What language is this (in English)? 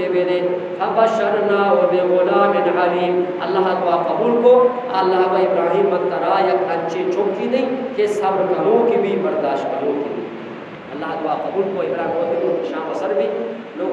Eastern Balochi